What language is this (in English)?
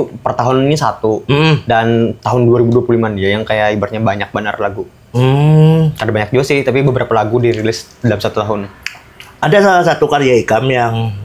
Banjar